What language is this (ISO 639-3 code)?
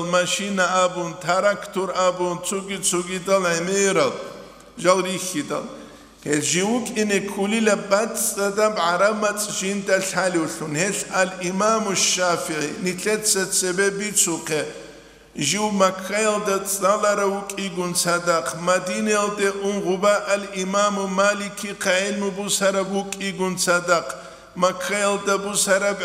ava